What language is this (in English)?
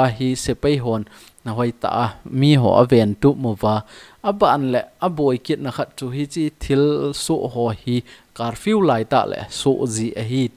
Thado Chin